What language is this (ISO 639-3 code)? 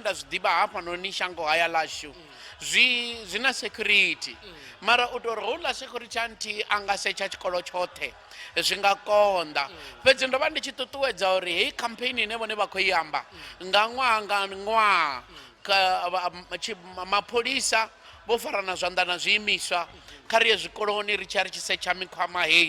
ven